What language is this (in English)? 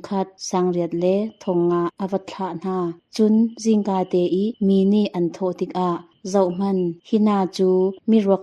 Hakha Chin